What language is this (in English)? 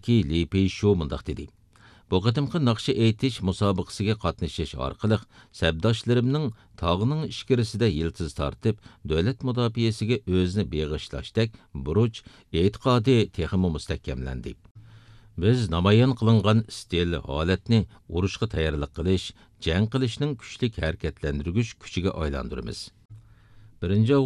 Uyghur